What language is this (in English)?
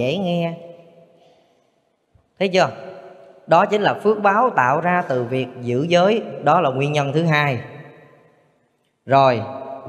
Vietnamese